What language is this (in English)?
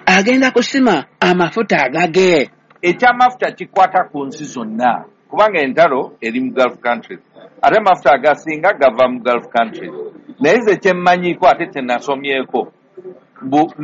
Ganda